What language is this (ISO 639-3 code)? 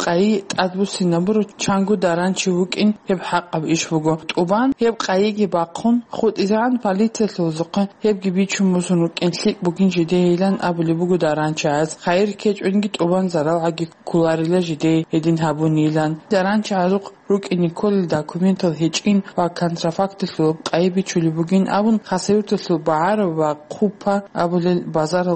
ava